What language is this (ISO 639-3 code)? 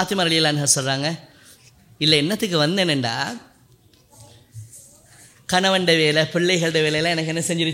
tam